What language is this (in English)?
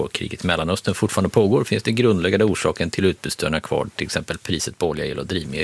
Swedish